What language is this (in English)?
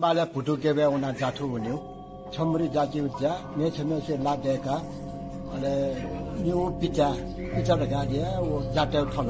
Newari